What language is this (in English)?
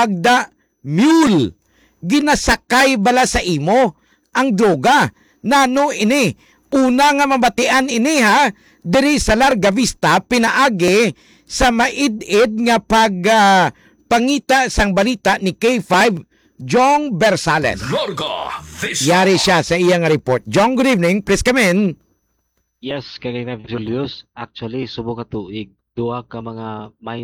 Hiligaynon